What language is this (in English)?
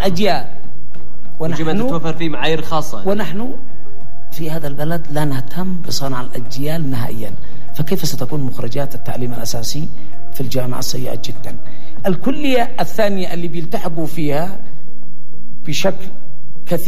Arabic